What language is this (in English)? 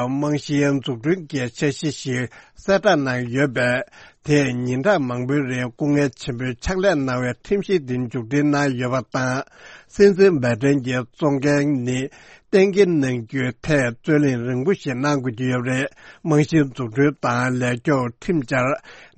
Tibetan